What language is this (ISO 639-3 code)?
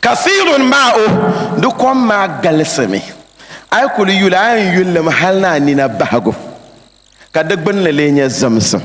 dag